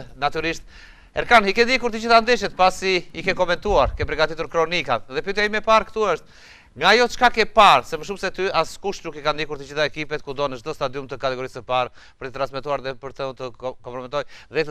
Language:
Albanian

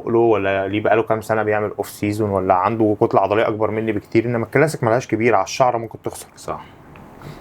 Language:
Egyptian Arabic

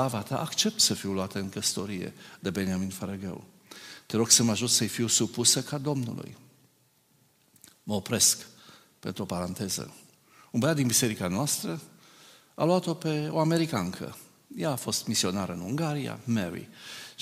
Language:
Romanian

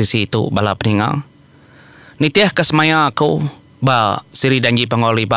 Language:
Iban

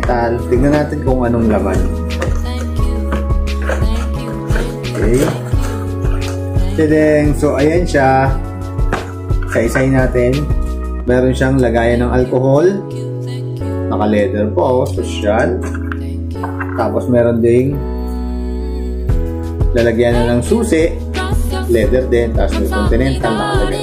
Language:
Filipino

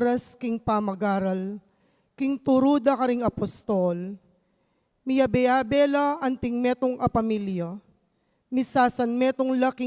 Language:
Pampanga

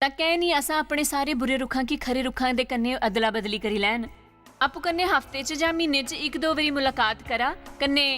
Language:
Dogri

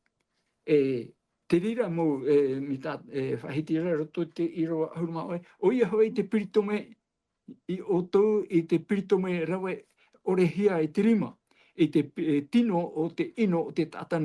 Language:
Tahitian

